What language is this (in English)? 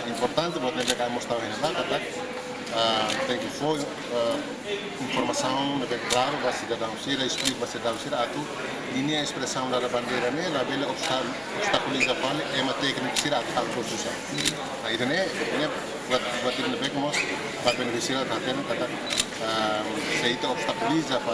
Tetum